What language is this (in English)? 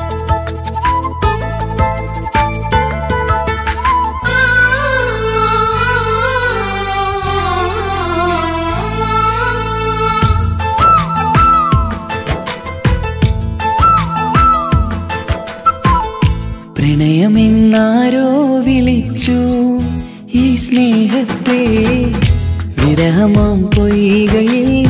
Malayalam